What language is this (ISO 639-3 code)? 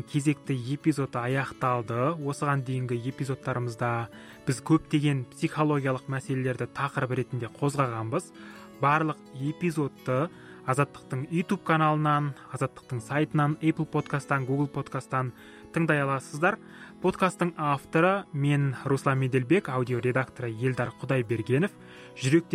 kaz